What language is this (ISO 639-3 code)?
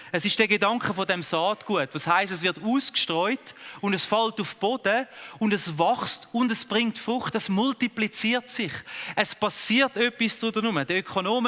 gsw